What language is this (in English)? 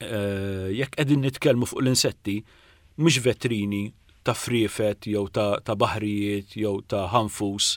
Maltese